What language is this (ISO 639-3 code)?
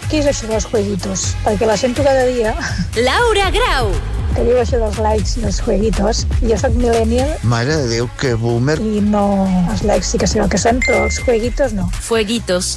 cat